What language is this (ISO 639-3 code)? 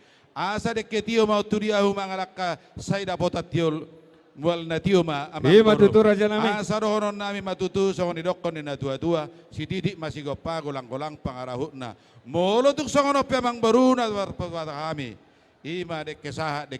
bbc